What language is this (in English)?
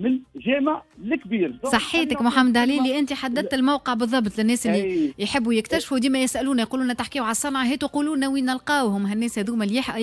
Tunisian Arabic